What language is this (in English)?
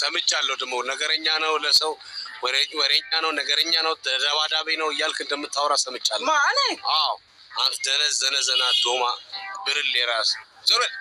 Amharic